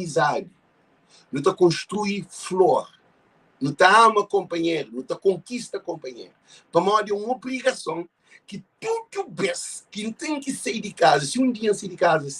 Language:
Kabuverdianu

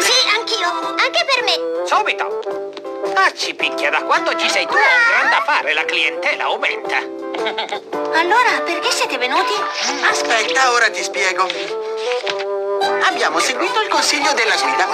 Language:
Italian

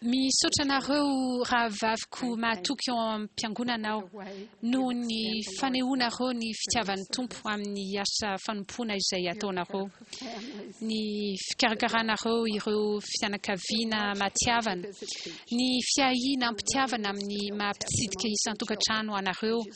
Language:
Malagasy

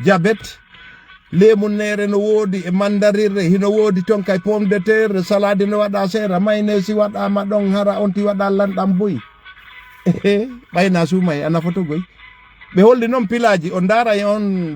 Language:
Fula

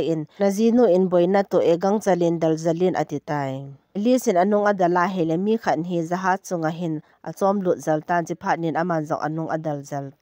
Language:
Thado Chin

